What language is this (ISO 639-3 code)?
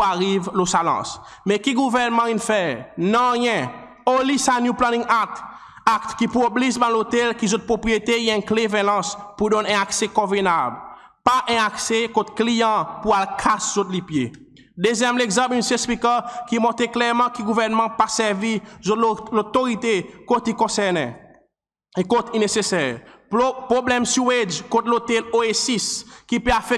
crs